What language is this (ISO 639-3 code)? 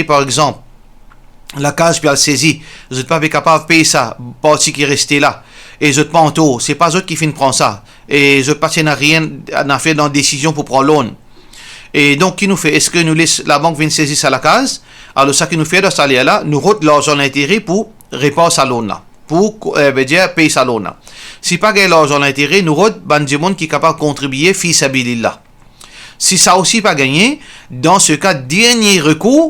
mfe